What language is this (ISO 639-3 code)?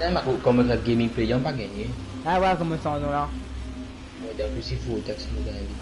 mfe